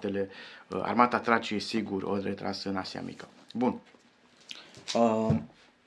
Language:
Romanian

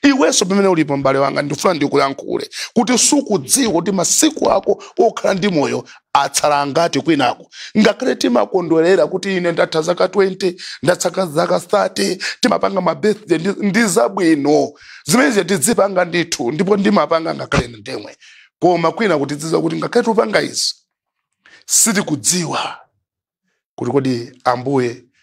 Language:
Nyanja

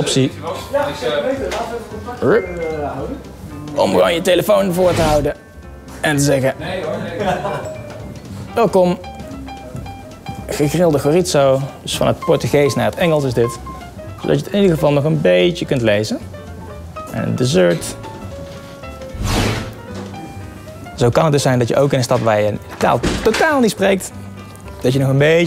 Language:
Dutch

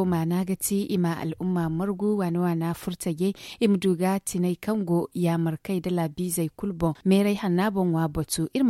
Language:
Zarma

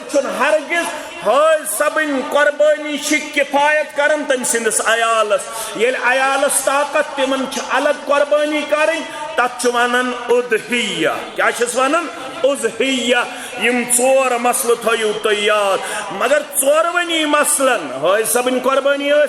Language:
Kashmiri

